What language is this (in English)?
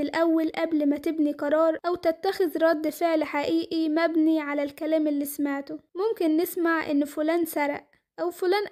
Egyptian Arabic